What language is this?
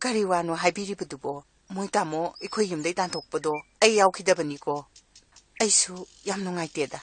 Manipuri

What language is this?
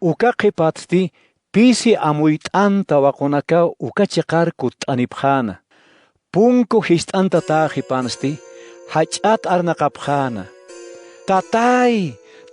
Aymara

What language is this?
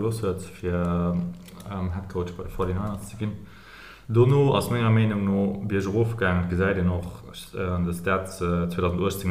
Luxembourgish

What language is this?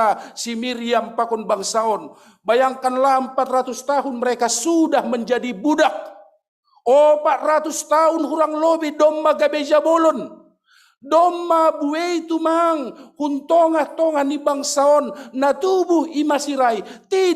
Batak Simalungun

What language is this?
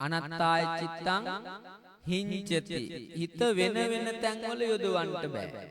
Sinhala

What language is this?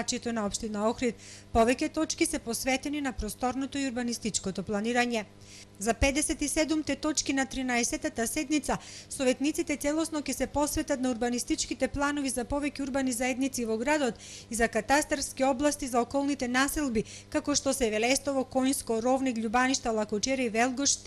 Macedonian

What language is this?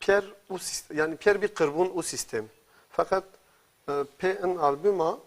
Zaza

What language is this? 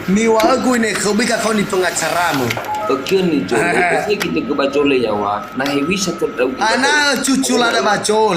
Nias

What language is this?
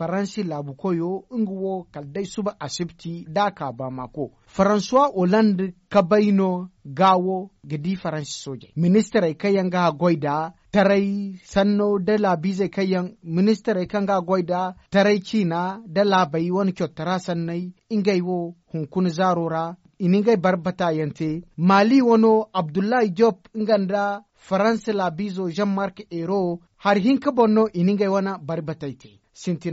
Zarma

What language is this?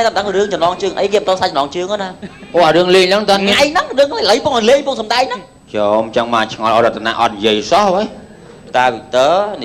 Khmer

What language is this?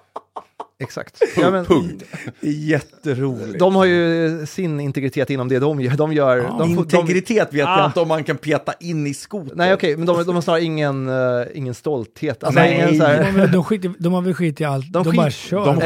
Swedish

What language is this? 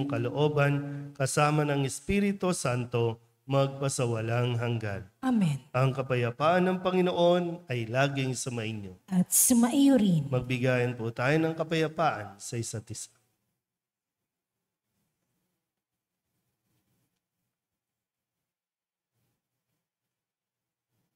Filipino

